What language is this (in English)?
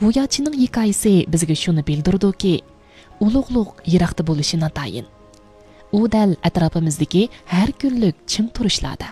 Uyghur